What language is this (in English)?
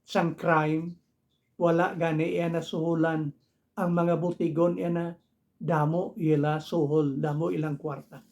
Hiligaynon